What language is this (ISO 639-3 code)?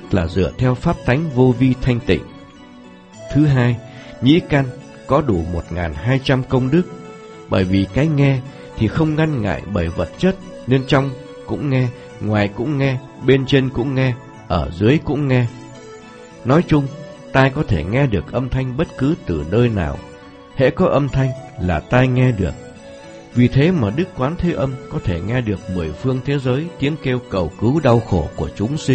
vie